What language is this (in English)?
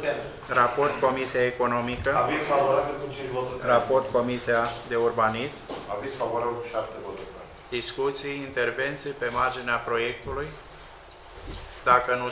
Romanian